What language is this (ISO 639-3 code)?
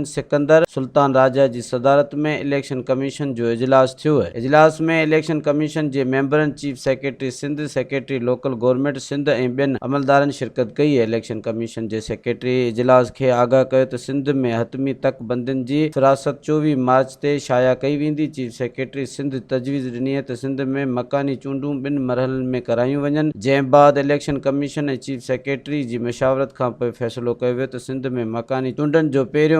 snd